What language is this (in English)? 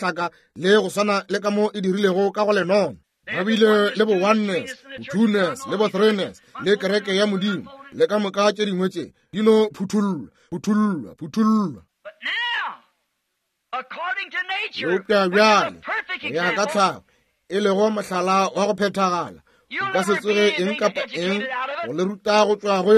Northern Sotho